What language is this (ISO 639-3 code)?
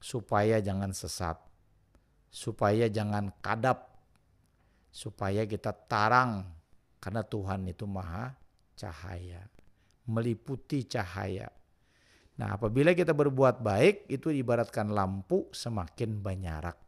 bjn